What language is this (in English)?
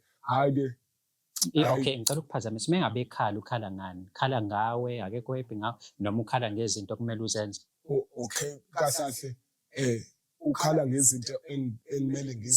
Zulu